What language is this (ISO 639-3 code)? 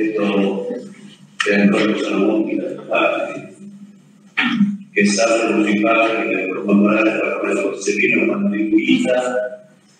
ita